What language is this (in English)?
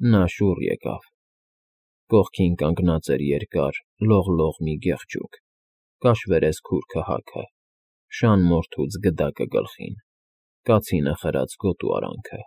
Armenian